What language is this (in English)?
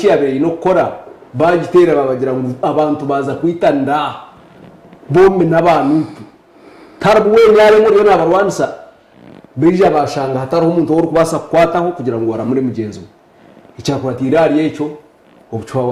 Nyankole